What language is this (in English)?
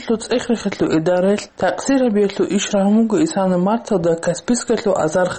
Avaric